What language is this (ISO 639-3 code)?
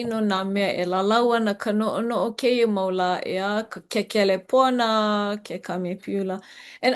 haw